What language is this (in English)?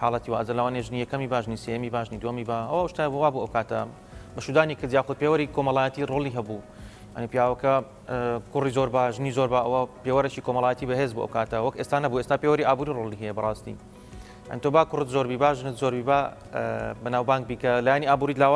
Central Kurdish